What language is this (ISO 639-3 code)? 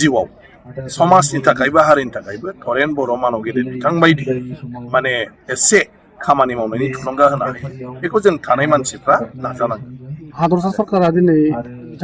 brx